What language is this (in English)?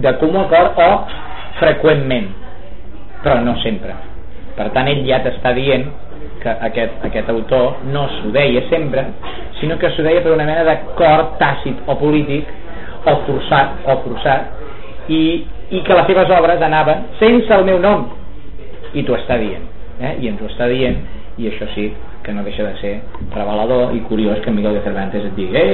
Catalan